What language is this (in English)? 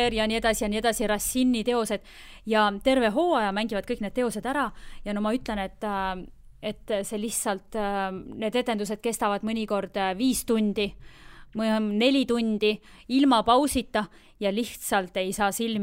Estonian